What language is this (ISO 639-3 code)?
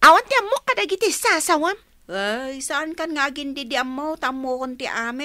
ilo